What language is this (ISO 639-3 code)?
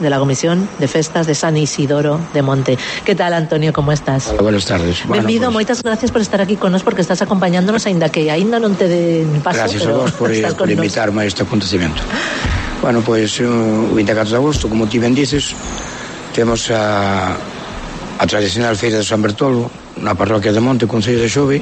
glg